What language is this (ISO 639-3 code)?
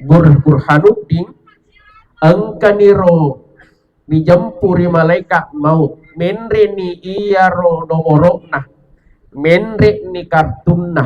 bug